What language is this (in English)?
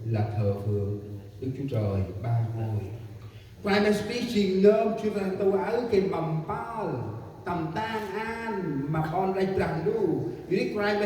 Central Mnong